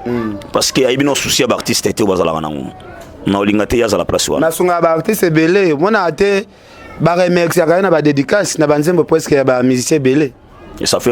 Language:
Lingala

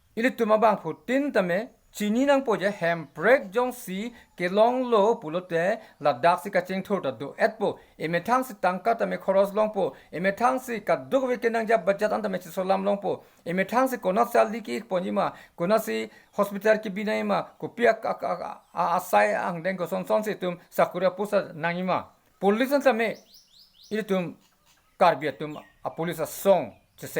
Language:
Karbi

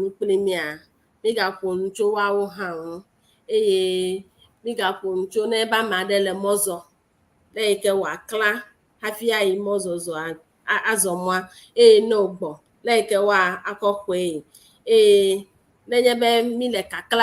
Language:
Ewe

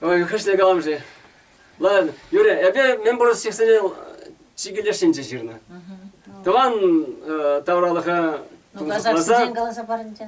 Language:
Chuvash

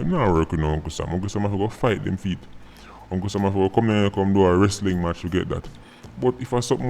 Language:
Jamaican Creole English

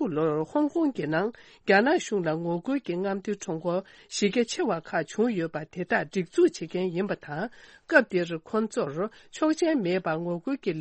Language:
Tibetan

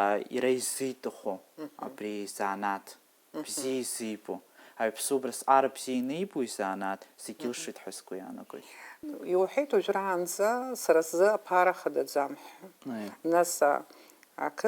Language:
Abkhazian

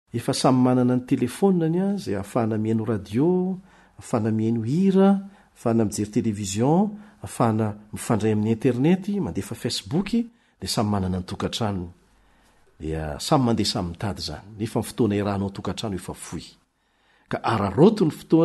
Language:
Malagasy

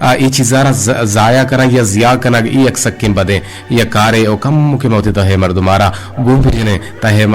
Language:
Eastern Balochi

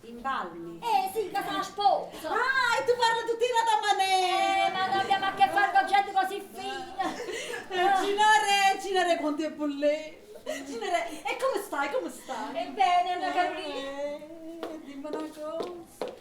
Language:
Neapolitan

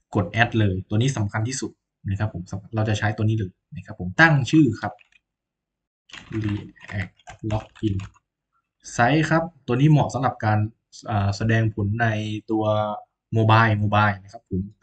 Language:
Thai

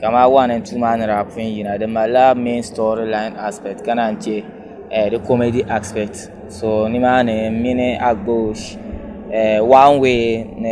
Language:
Dagbani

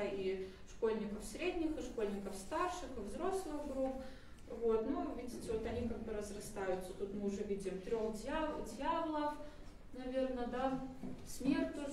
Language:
Russian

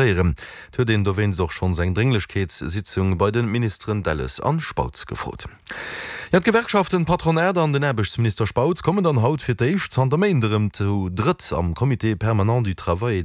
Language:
Luxembourgish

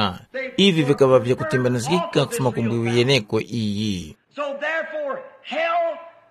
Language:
Tumbuka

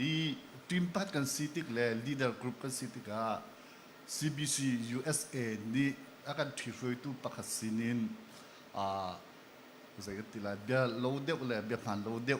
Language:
Hakha Chin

